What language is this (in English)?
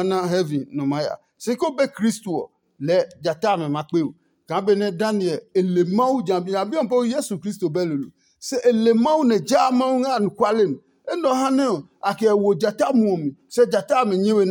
Adangme